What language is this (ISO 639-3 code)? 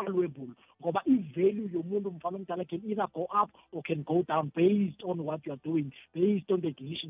nbl